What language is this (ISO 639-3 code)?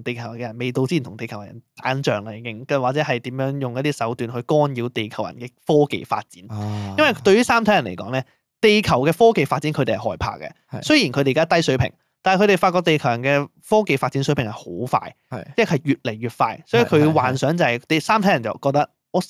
yue